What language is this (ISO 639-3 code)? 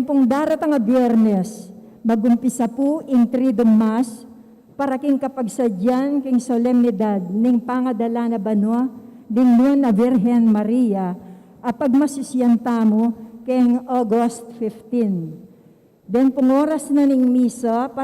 pam